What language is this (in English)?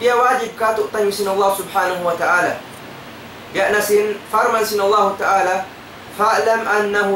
Tausug